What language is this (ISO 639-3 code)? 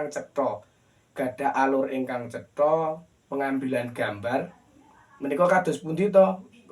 jav